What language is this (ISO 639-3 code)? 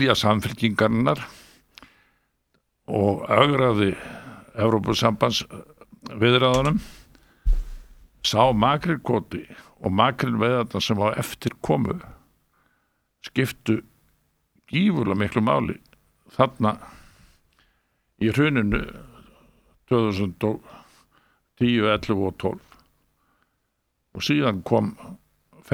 isl